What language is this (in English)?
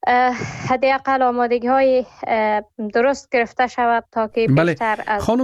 Persian